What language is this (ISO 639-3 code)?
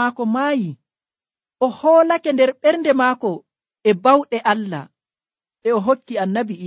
fuv